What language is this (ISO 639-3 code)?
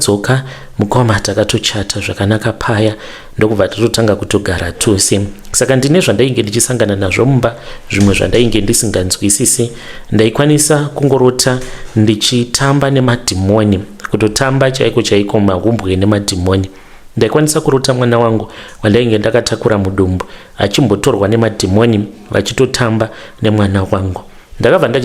sna